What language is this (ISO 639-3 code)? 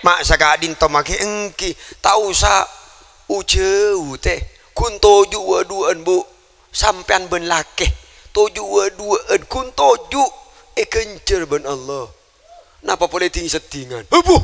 mad